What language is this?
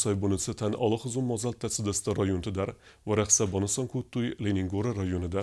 Ossetic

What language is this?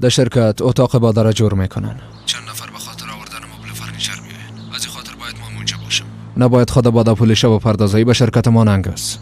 Persian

